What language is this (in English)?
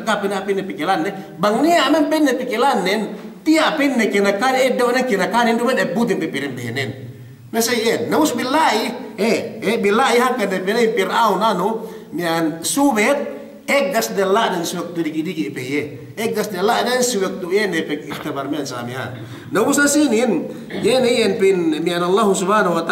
Yakan